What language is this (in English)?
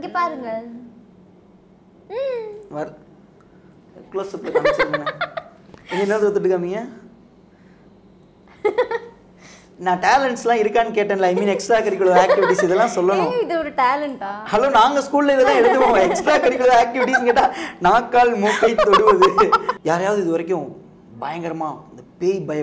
Tamil